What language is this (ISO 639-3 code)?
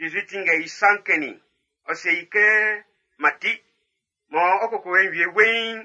bci